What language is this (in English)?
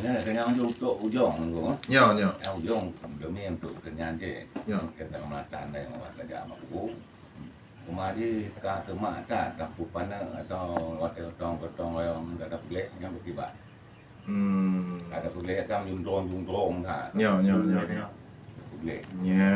Achinese